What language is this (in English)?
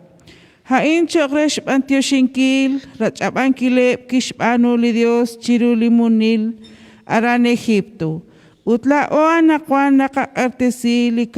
Kekchí